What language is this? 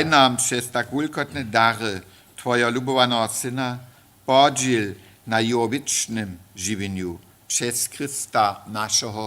Upper Sorbian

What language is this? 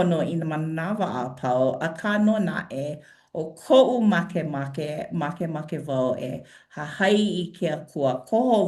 Hawaiian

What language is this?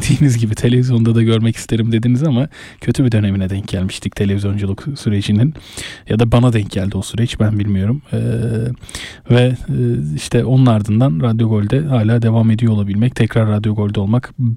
Turkish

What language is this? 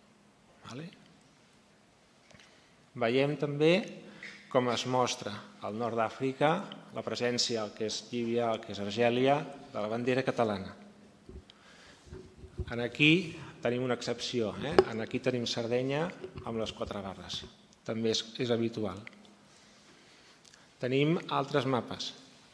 Catalan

